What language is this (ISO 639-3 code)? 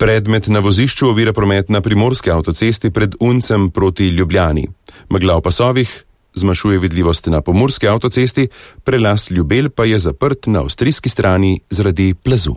slv